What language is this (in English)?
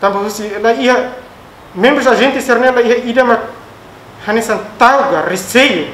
Tetum